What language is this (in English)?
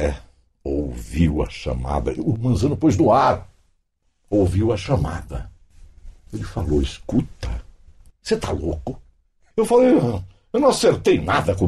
Portuguese